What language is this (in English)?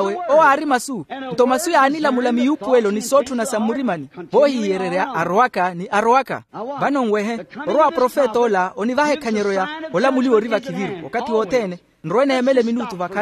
Makhuwa